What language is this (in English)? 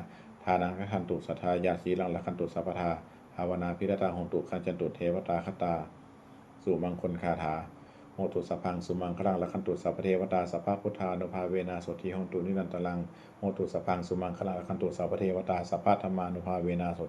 Pali